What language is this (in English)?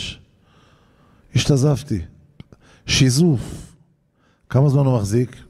Hebrew